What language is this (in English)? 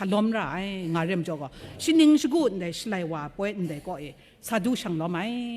Kachin